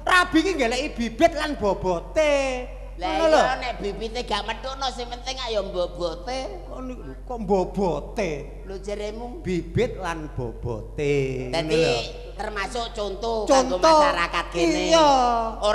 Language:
Javanese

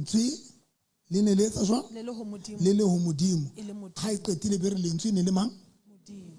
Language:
Southern Sotho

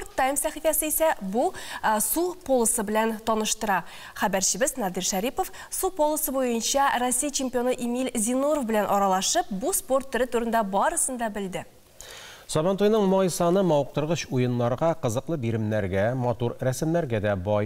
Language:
Tatar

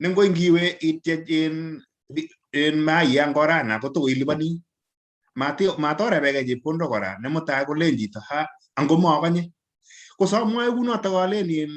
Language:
Kalenjin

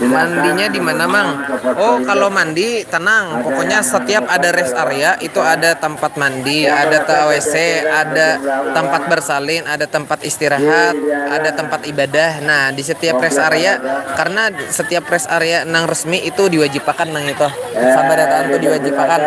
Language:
Banjar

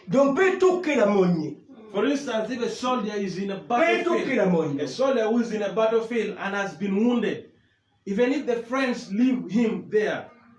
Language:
Acoli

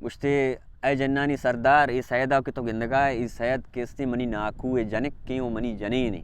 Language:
Baluchi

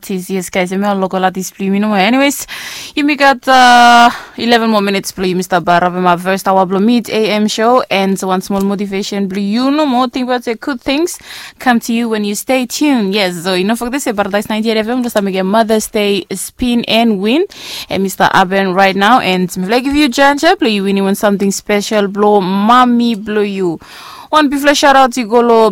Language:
Bislama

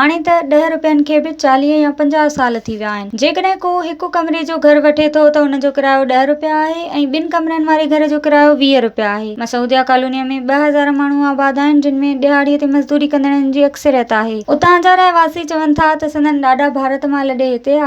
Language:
Sindhi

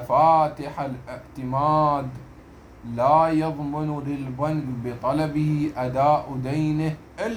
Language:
Mesopotamian Arabic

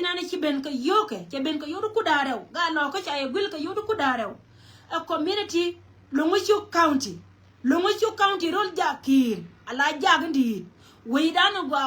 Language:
Nuer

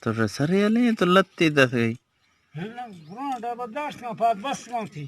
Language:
Eastern Balochi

